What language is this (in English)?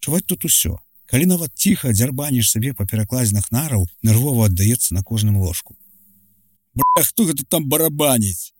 Belarusian